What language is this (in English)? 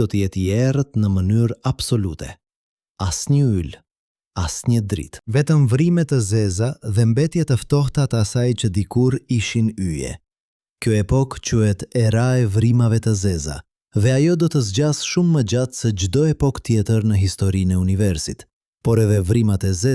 Albanian